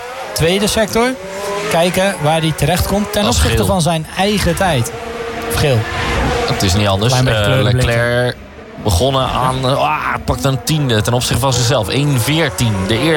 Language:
Dutch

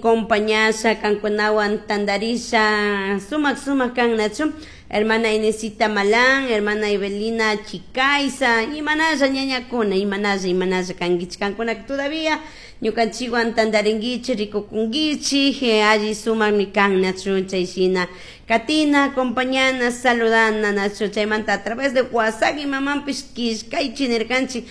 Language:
Chimborazo Highland Quichua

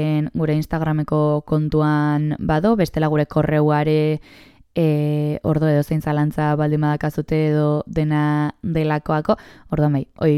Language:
Basque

